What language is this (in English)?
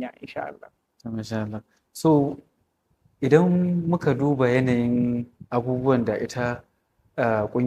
Hausa